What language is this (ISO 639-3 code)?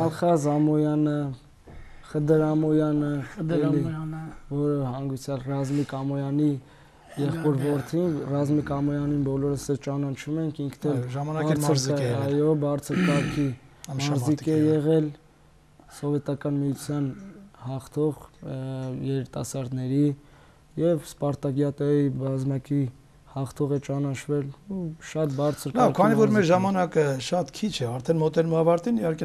hye